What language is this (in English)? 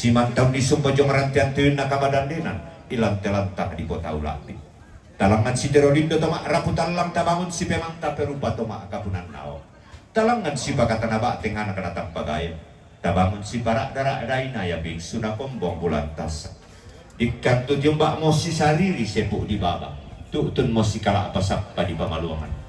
Toraja-Sa'dan